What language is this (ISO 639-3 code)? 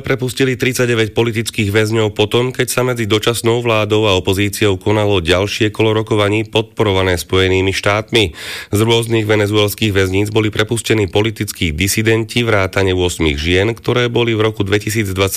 slk